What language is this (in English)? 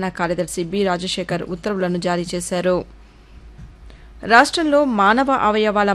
Telugu